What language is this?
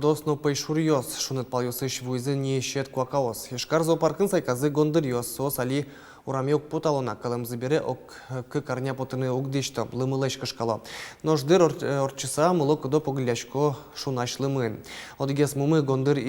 Udmurt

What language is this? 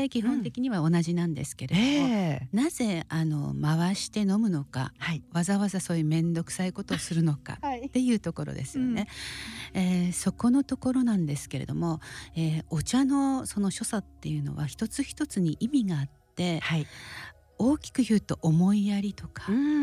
Japanese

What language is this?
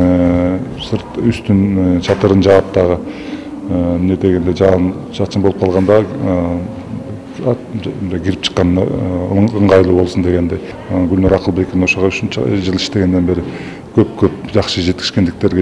Kyrgyz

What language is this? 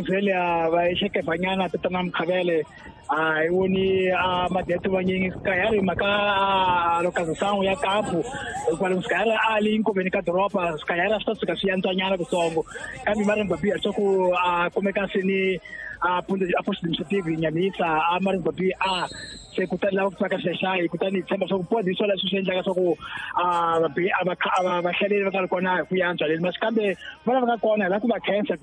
Tsonga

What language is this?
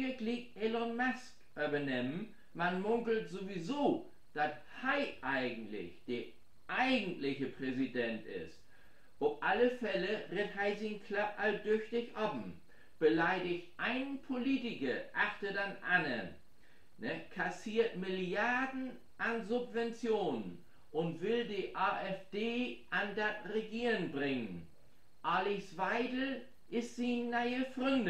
Low German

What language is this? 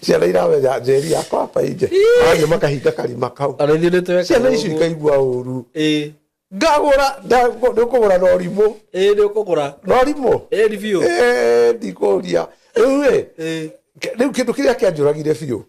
Kikuyu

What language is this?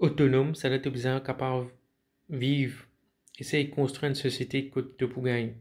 Morisyen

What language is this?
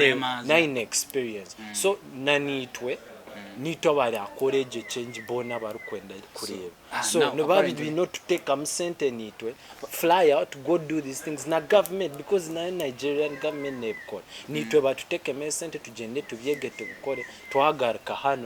Nyankole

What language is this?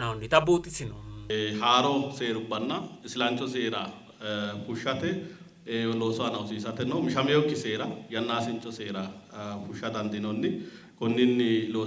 Sidamo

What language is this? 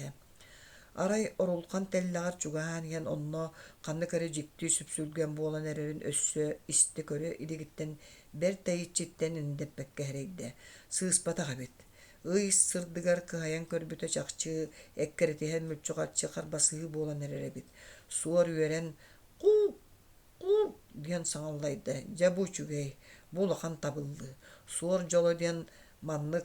Yakut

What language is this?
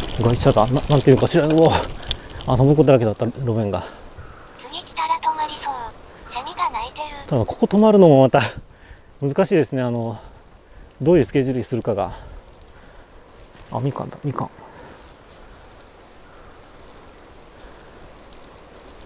Japanese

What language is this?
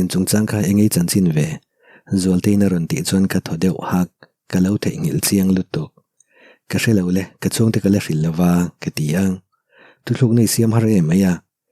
Mizo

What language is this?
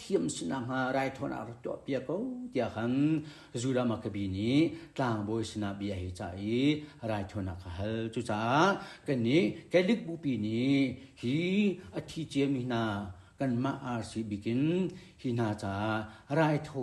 Hakha Chin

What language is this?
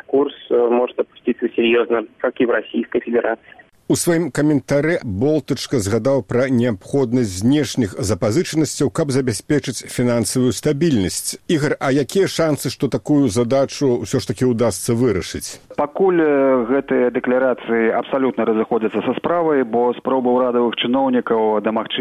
Belarusian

